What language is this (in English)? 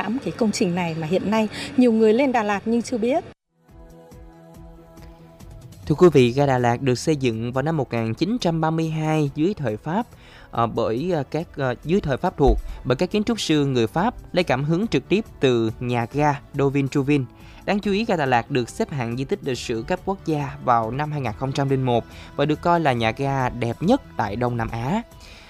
Vietnamese